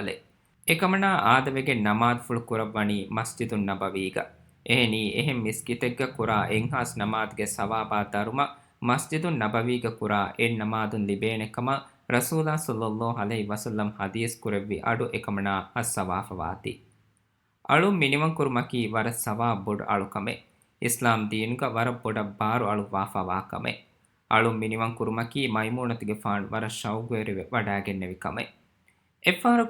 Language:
Divehi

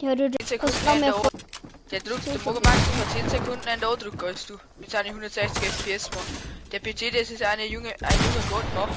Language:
Bavarian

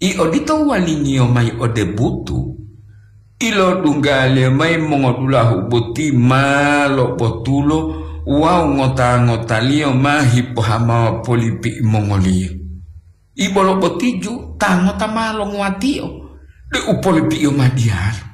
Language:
Gorontalo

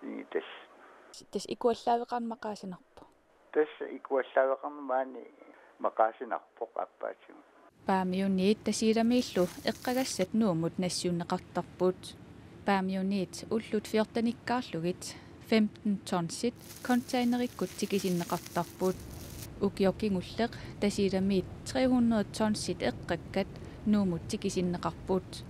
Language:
Kalaallisut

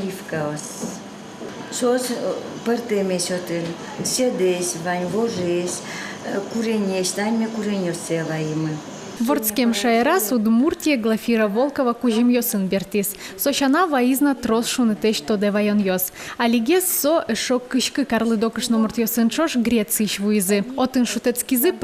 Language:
Udmurt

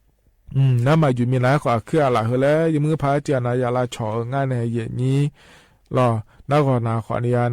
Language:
Akha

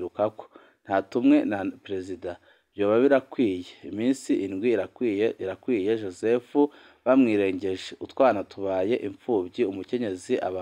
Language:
Rundi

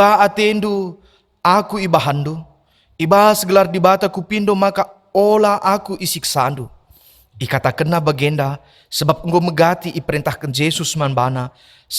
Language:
Batak Karo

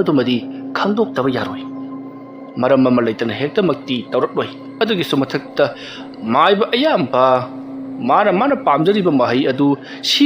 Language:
Manipuri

